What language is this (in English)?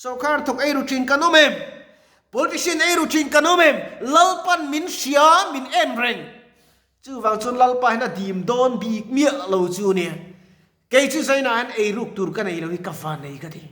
Mizo